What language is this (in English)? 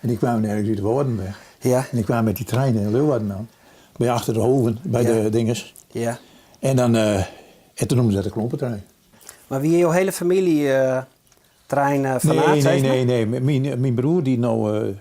Western Frisian